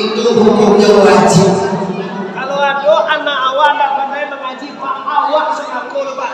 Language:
Minangkabau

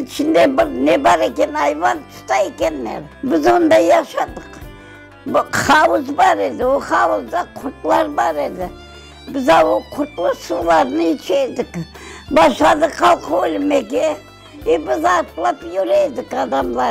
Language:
Crimean Tatar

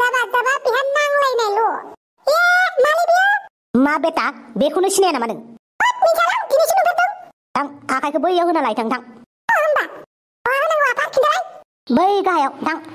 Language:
Bodo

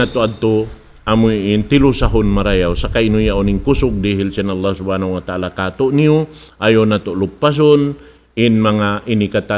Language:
Tausug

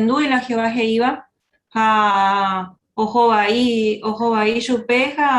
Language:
Guarani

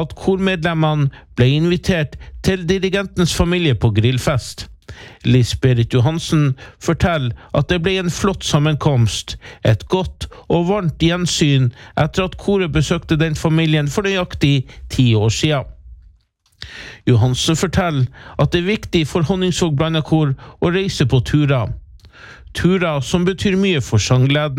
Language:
Norwegian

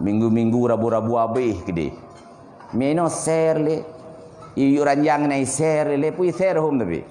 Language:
Achinese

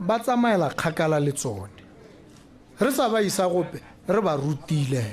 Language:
Tswana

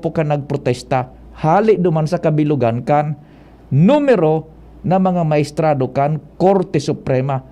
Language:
Bikol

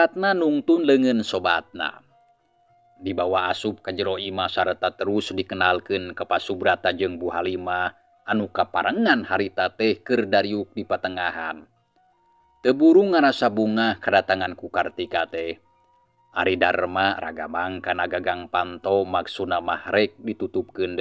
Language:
Sundanese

